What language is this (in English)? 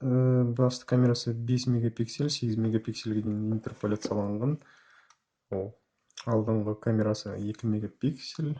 Kazakh